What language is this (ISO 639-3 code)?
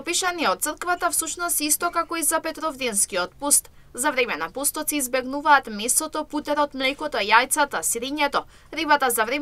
mkd